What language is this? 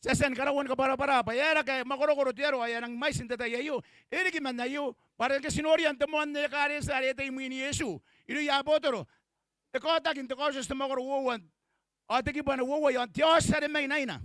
Gilbertese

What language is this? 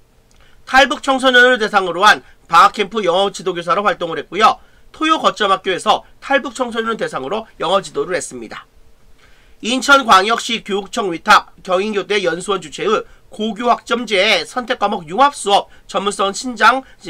Korean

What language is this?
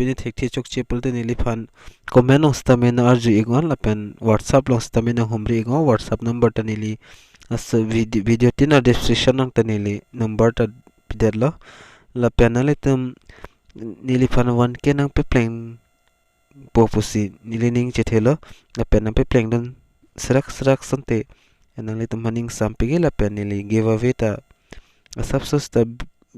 Karbi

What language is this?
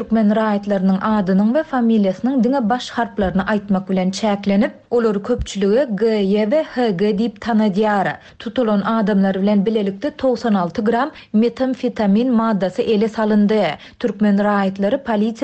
Turkmen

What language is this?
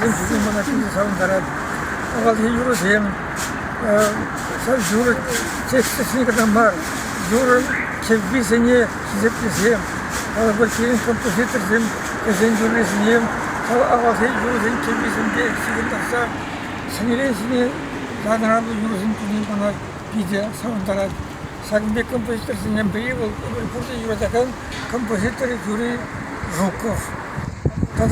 Chuvash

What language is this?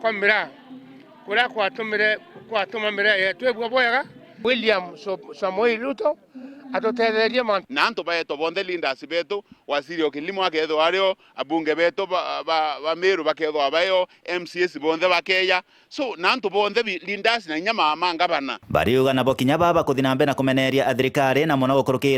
Meru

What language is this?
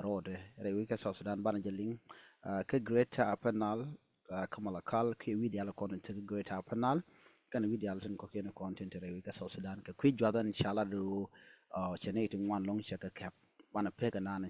Nuer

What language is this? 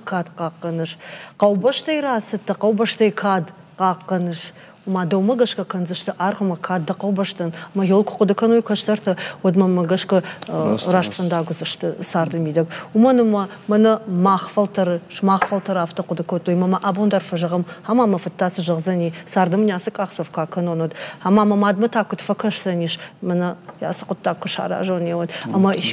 Ossetic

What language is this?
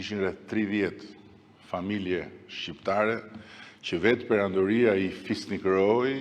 Albanian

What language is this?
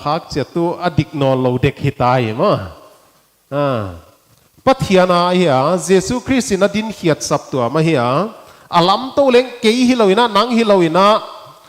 Paite Chin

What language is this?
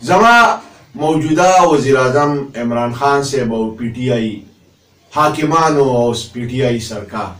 Pashto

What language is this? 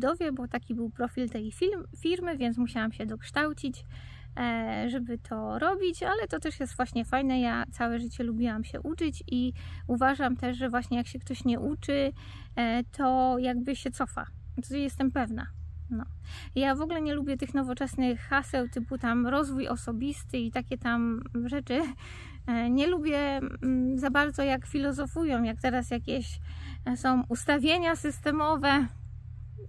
Polish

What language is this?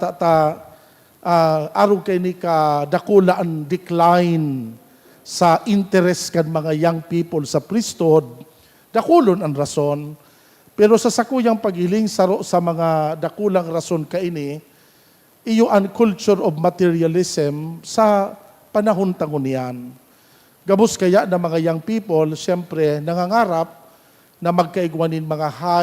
Bikol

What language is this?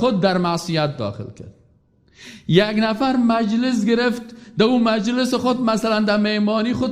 Persian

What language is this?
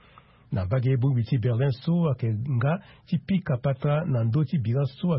Sango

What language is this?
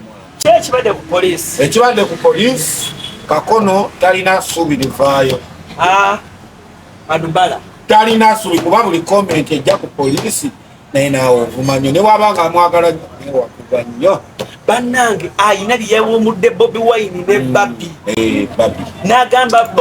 Ganda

